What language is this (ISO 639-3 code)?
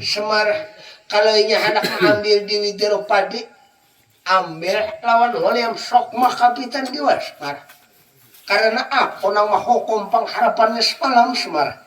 bjn